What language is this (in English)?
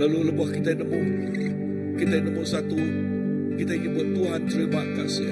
Iban